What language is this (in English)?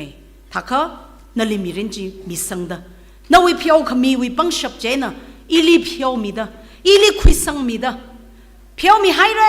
Tangkhul Naga (India)